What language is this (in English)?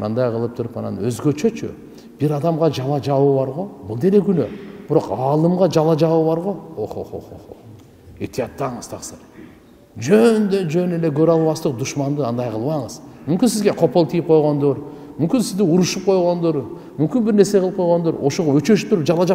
Kyrgyz